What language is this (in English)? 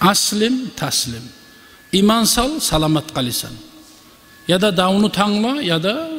Kumyk